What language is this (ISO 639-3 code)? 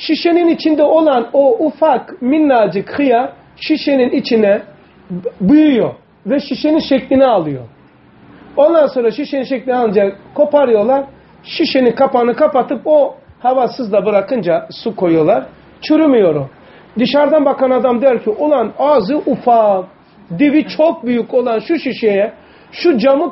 tur